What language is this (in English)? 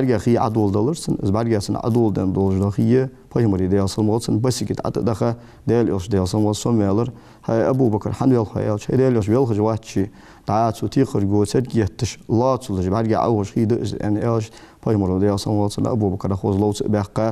Ingush